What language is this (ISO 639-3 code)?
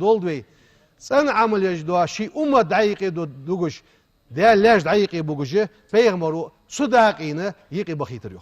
inh